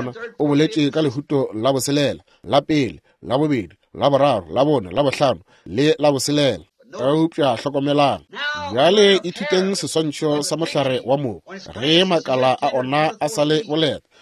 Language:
Northern Sotho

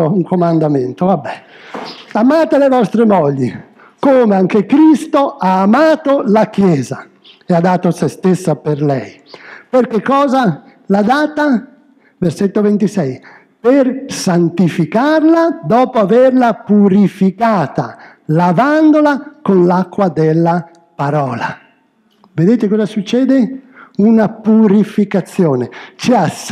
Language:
Italian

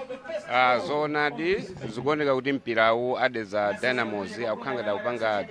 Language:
Nyanja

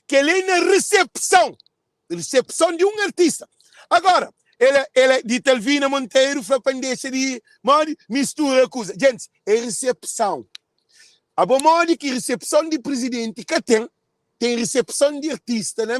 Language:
Kabuverdianu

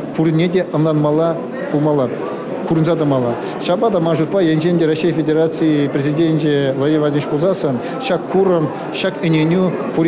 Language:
Chuvash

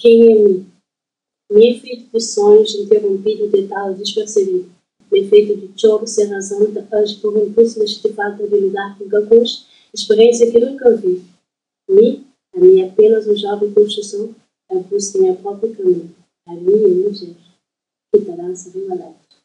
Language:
Kabuverdianu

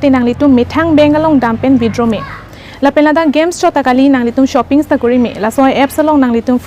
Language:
Karbi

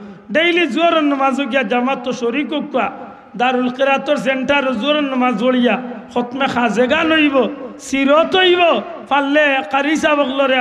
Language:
Sylheti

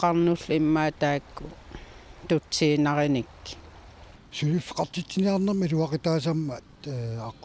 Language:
Kalaallisut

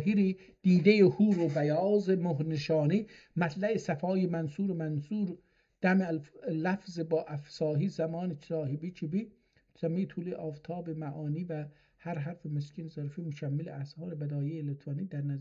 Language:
South Azerbaijani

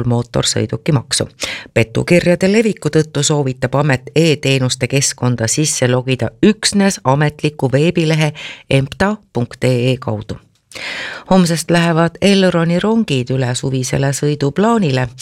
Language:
Estonian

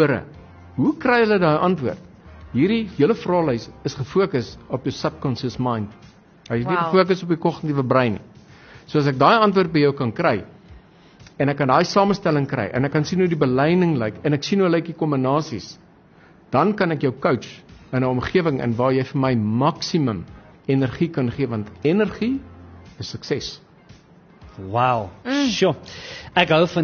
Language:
Afrikaans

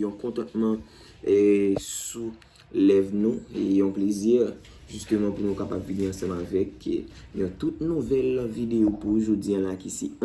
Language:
Haitian Creole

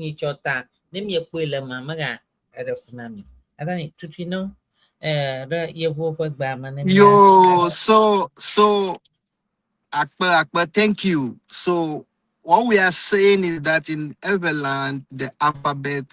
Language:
Ewe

